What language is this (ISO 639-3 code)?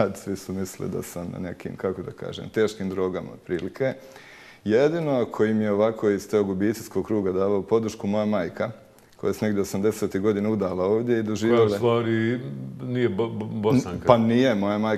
bos